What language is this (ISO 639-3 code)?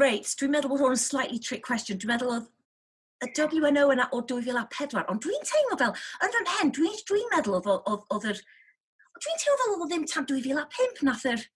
cym